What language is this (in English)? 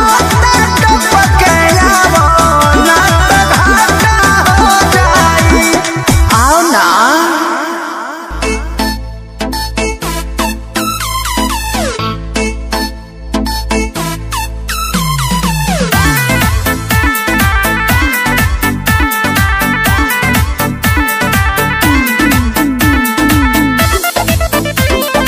Bhojpuri